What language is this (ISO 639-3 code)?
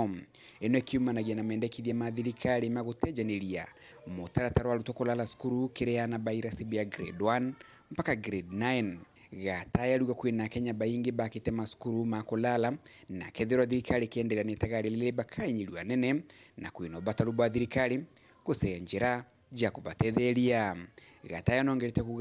mer